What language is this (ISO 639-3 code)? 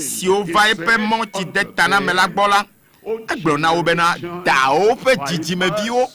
ewe